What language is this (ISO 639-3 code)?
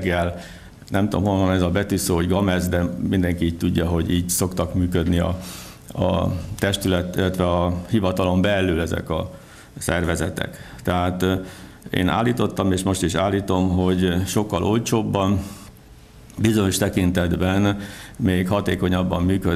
hun